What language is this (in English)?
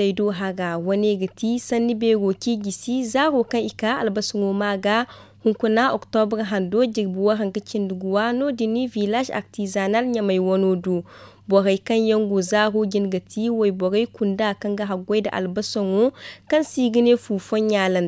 Zarma